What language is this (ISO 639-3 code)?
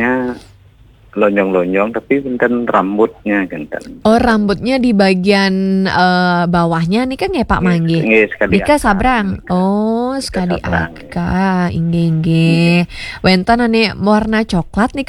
ban